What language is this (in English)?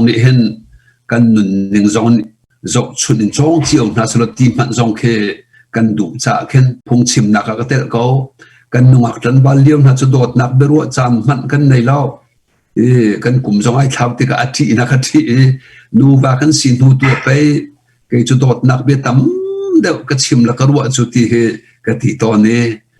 Hakha Chin